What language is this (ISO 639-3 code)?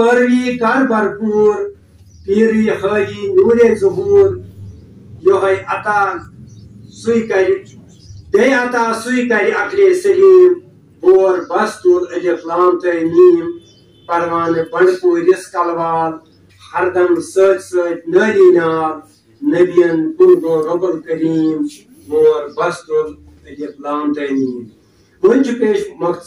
kas